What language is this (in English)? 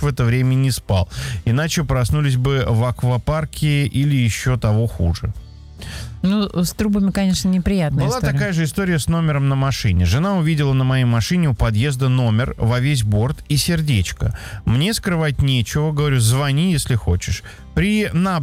Russian